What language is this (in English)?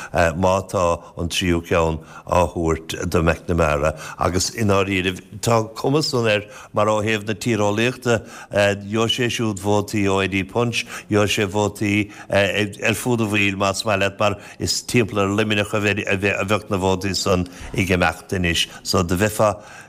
Irish